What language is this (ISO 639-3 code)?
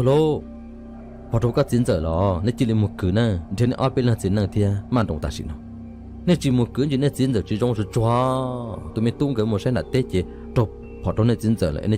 hmn